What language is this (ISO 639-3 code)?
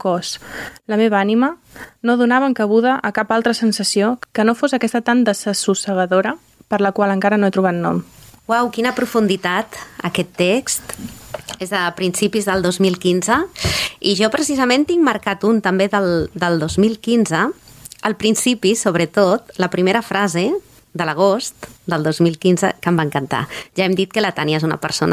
cat